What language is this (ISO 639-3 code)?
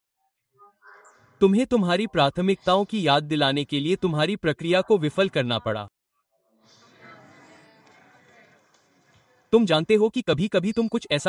hin